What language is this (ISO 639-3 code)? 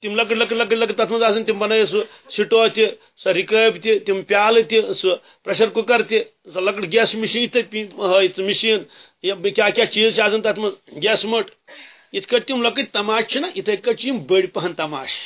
kas